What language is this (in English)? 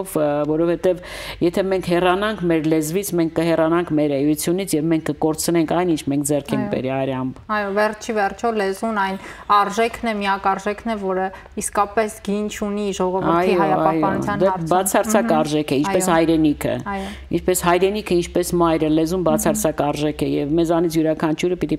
Armenian